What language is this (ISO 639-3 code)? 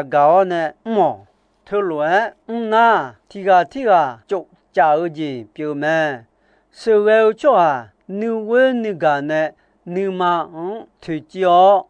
ahk